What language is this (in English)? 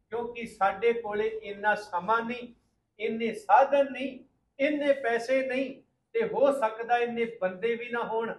Punjabi